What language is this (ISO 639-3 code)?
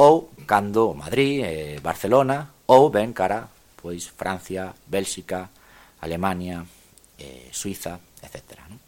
glg